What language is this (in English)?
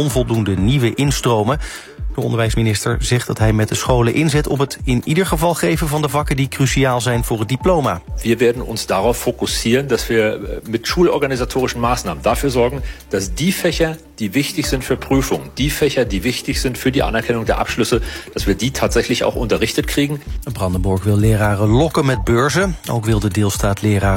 Dutch